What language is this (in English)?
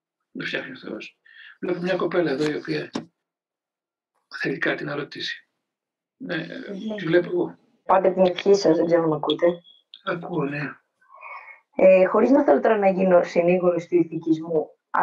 Greek